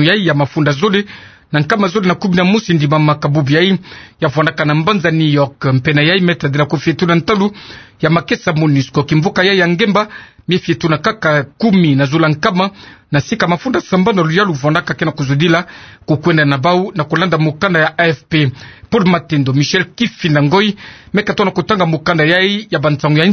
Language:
Kituba (Democratic Republic of Congo)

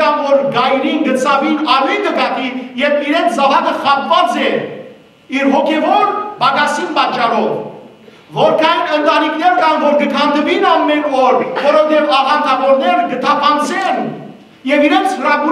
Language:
Western Armenian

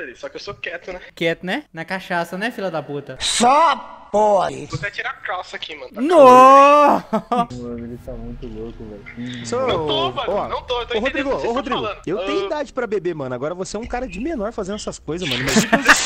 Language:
Portuguese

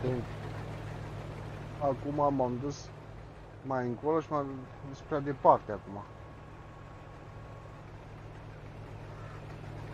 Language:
Romanian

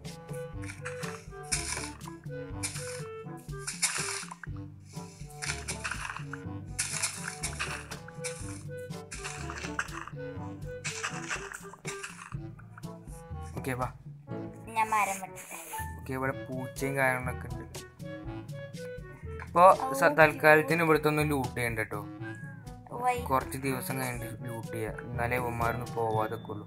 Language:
Malayalam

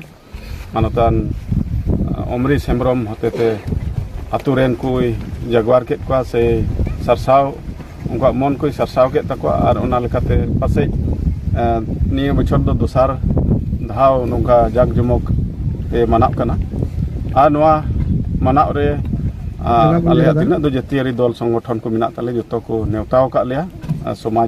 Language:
Santali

